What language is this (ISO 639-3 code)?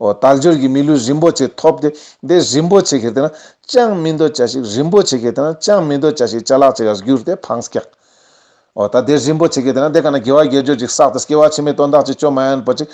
lbj